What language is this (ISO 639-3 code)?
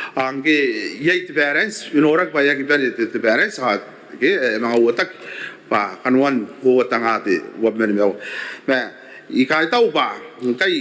gil